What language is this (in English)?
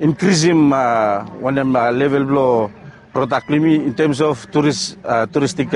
Bislama